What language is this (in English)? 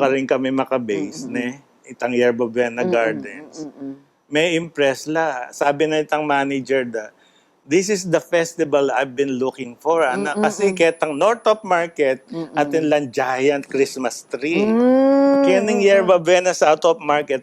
Pampanga